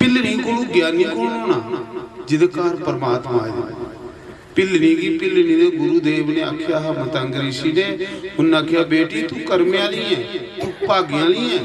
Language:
Dogri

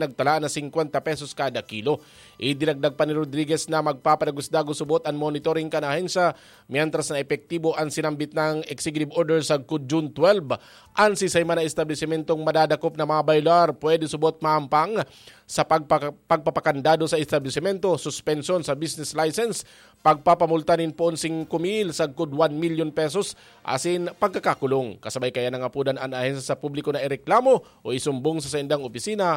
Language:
Bikol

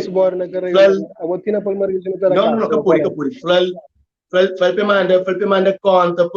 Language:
Kabuverdianu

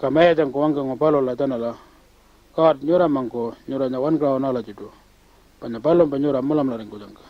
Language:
Pitjantjatjara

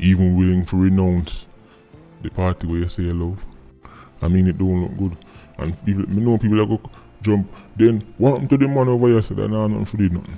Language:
Jamaican Creole English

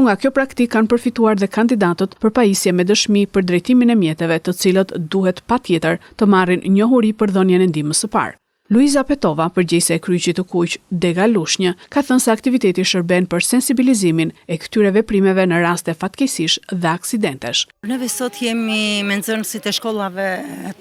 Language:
Albanian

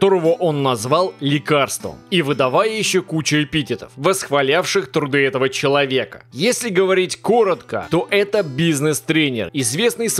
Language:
Russian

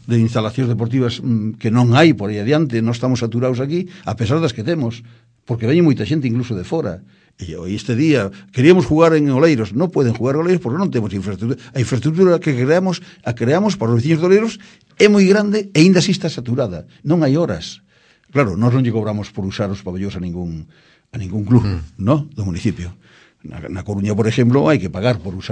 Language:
Galician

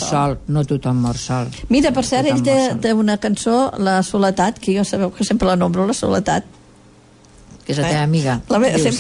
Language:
Catalan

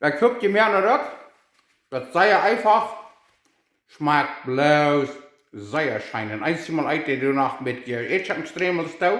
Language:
Plautdietsch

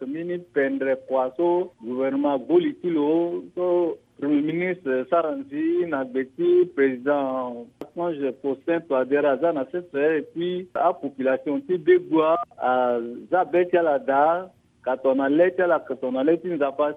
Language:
Sango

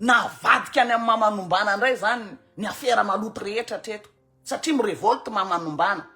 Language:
Malagasy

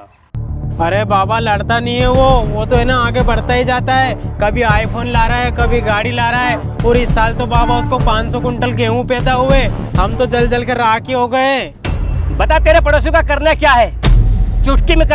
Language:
Rajasthani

